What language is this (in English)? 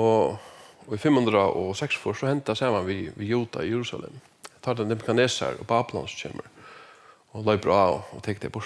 Faroese